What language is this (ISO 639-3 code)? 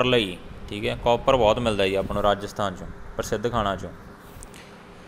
pan